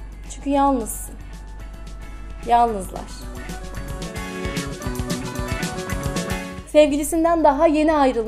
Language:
Turkish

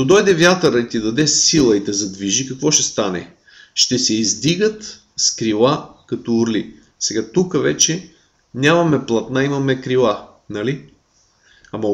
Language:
Bulgarian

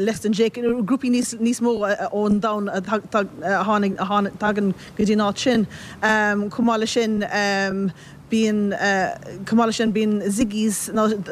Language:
Irish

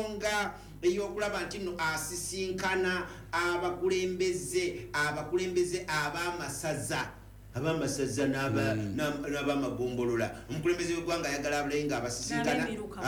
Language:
Ganda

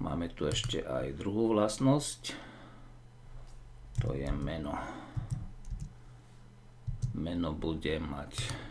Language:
Slovak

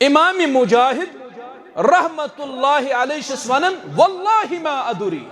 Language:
Kashmiri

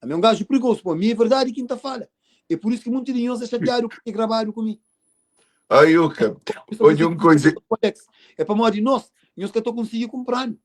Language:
Kabuverdianu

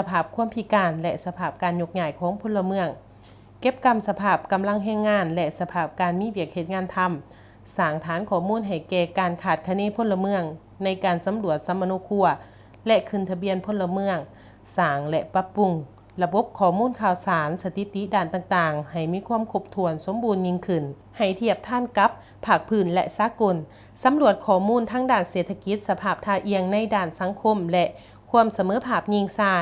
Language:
Lao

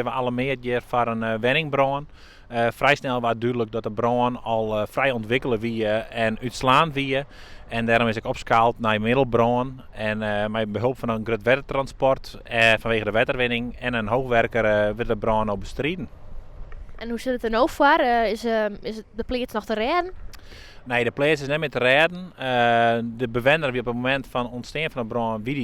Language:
Western Frisian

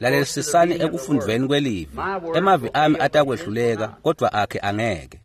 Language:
Swati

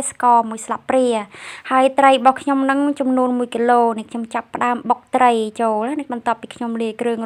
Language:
Khmer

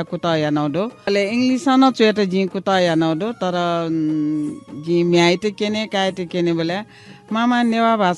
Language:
Newari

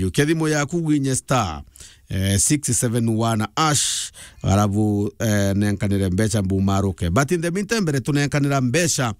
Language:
Meru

